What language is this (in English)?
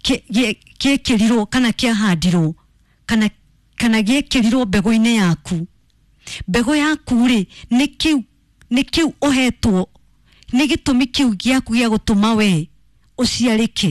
Kikuyu